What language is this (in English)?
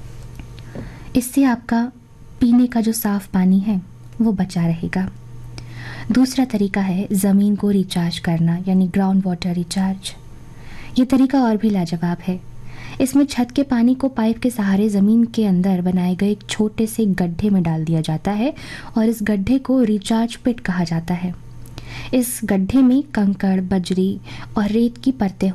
Hindi